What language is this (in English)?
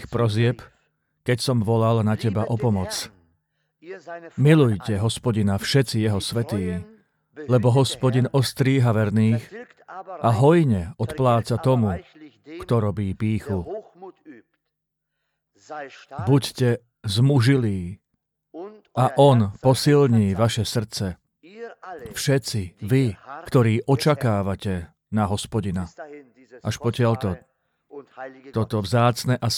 Slovak